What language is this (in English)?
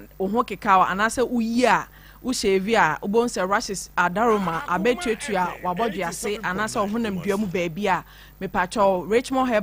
Akan